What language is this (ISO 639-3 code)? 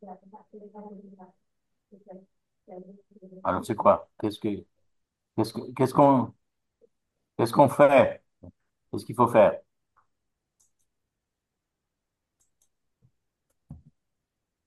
fra